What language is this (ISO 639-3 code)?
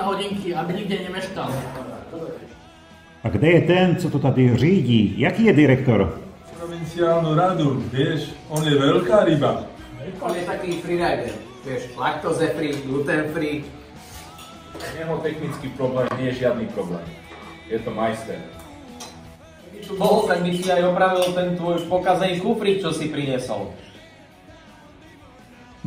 slk